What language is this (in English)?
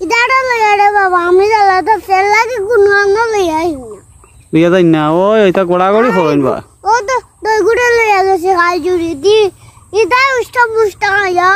Sylheti